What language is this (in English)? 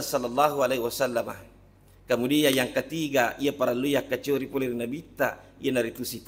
Buginese